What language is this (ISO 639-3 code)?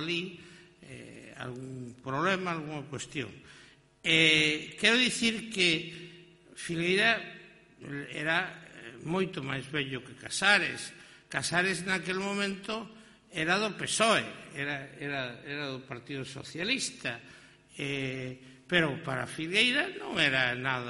glg